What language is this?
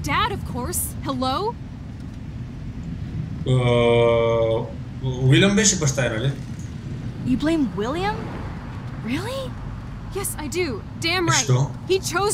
Bulgarian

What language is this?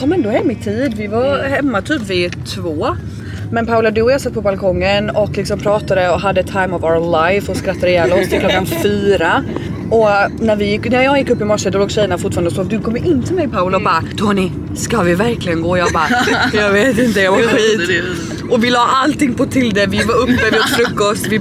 Swedish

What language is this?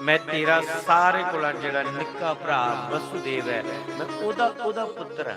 Dogri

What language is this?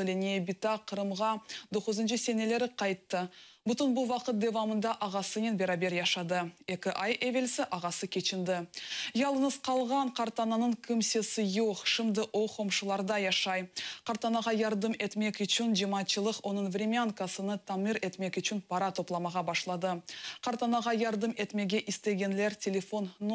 Crimean Tatar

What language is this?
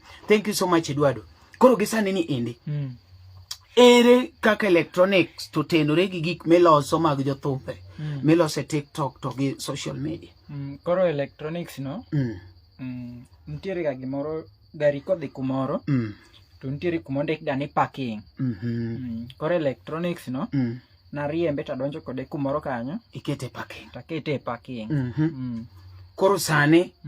Luo (Kenya and Tanzania)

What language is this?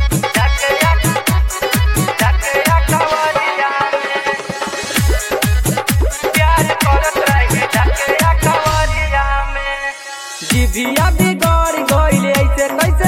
Bhojpuri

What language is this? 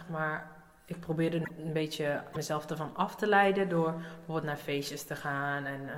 Dutch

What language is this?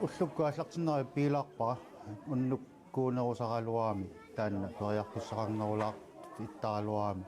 Kalaallisut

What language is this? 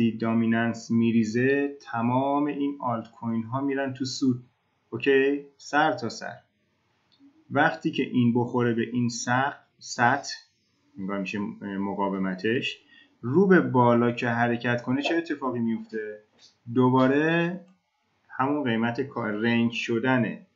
Persian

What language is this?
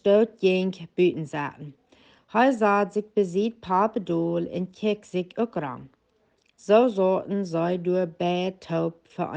Plautdietsch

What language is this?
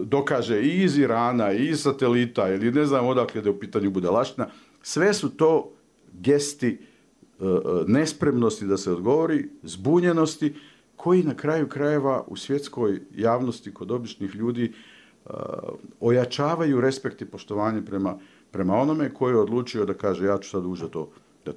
Bosnian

